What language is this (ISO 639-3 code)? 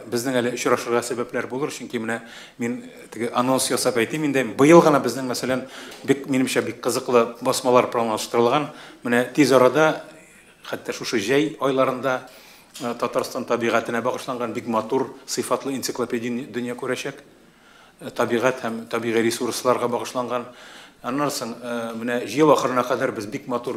tat